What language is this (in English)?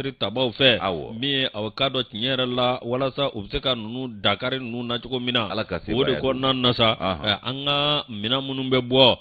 Bambara